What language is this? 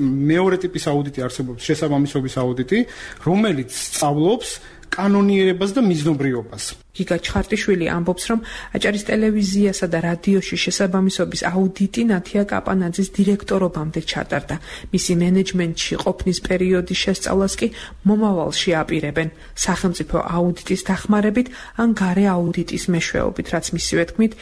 Georgian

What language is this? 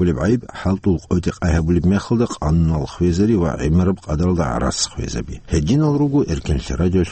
Avaric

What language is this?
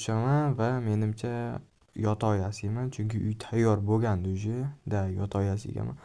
Uzbek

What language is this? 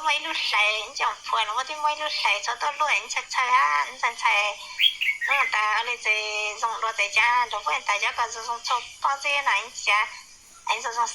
Hmong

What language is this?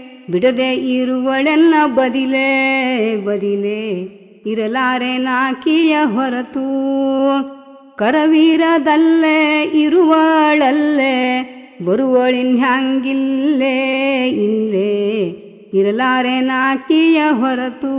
Kannada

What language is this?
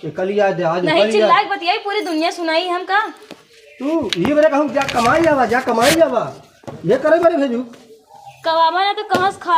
Awadhi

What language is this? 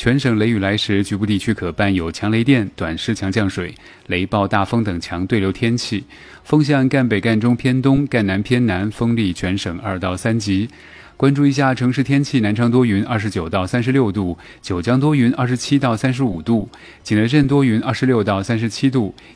Chinese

